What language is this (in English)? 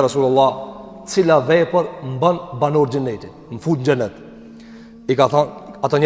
Albanian